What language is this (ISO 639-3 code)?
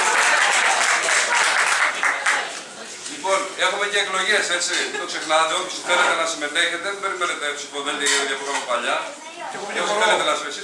ell